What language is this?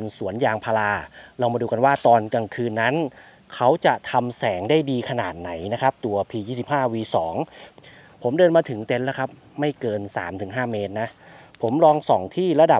Thai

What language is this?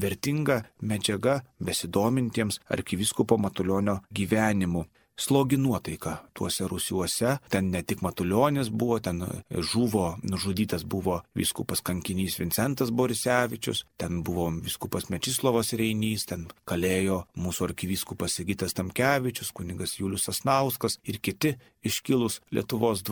Lithuanian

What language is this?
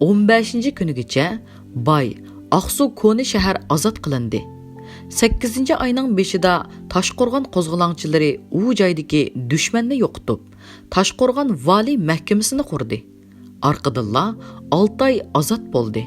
Uyghur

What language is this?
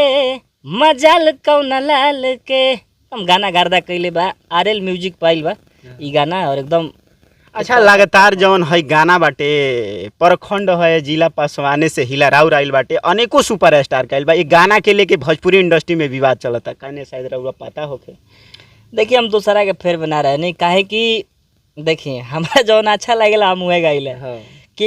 Bhojpuri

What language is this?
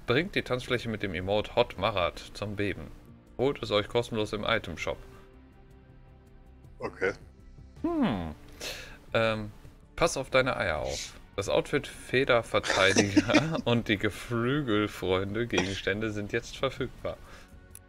German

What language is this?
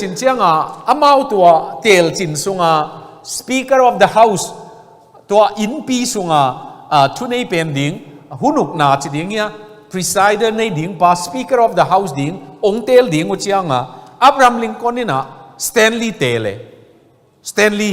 Tedim Chin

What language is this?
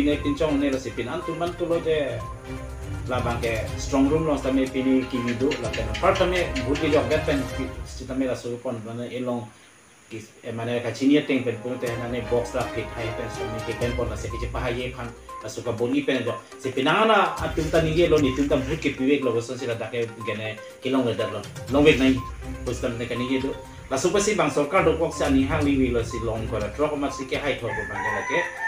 Karbi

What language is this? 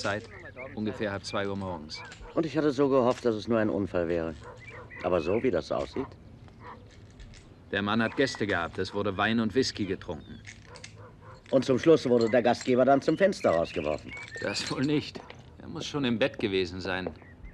German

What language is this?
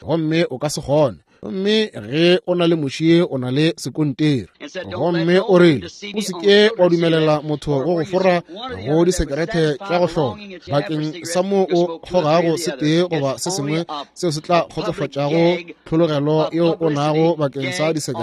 Northern Sotho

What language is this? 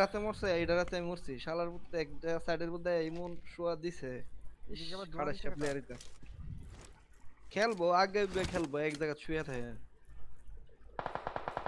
Bangla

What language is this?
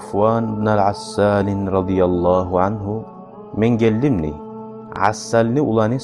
Kumyk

